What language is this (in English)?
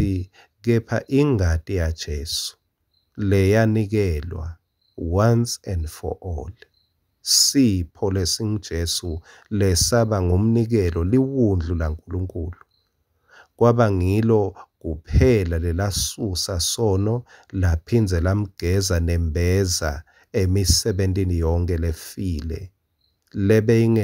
Swati